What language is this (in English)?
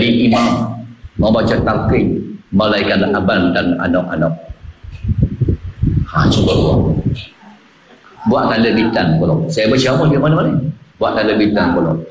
Malay